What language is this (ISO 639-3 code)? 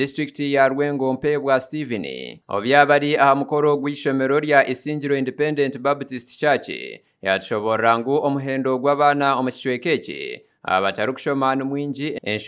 nyn